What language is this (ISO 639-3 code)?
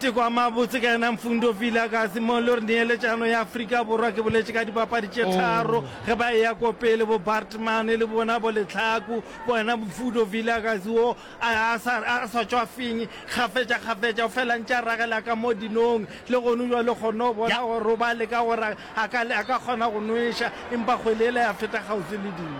nso